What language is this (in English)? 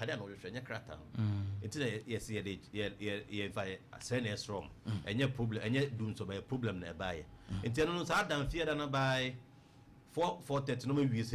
Akan